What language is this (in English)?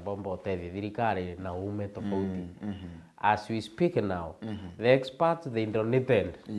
Meru